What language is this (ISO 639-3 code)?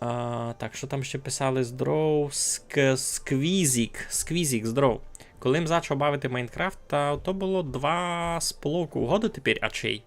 rue